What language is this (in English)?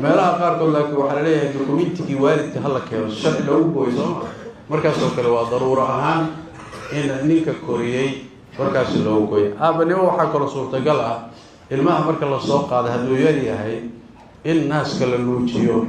Somali